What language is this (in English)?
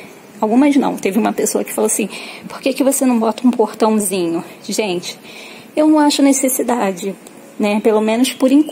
Portuguese